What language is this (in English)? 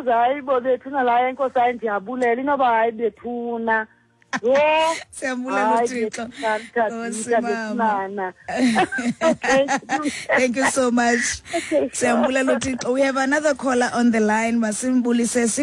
Xhosa